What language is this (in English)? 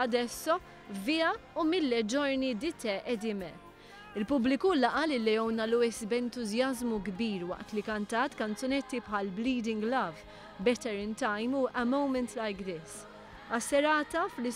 Maltese